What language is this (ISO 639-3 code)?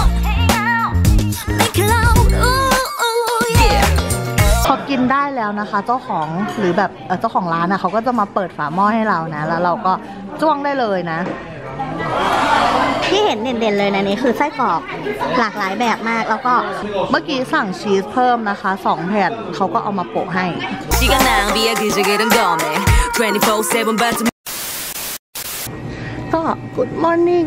tha